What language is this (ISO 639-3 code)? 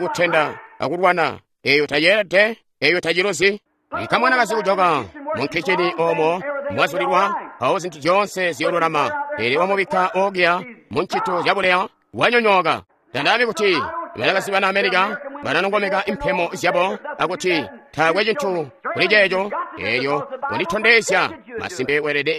toi